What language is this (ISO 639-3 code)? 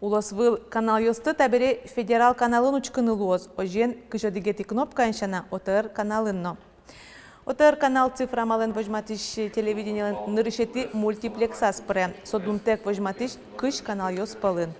udm